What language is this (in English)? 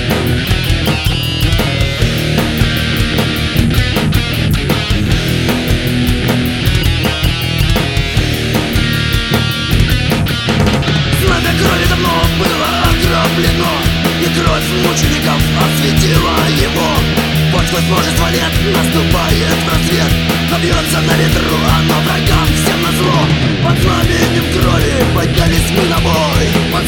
Russian